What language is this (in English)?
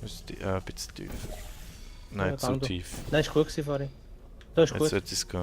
Swiss German